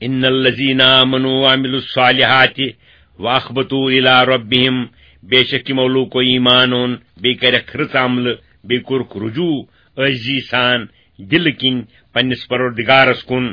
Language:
Kashmiri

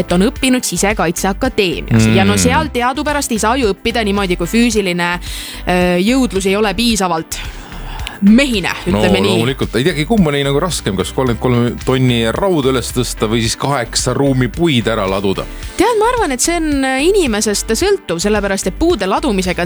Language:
Estonian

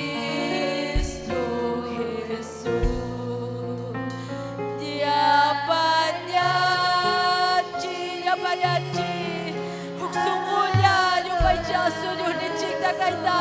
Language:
Ayacucho Quechua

